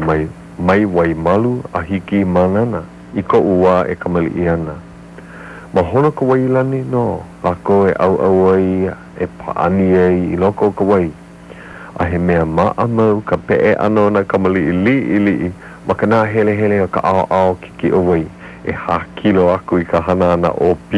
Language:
Hawaiian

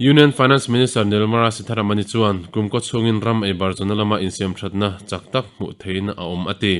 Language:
Mizo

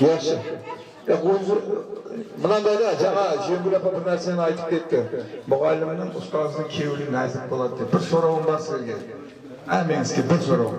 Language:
Kara-Kalpak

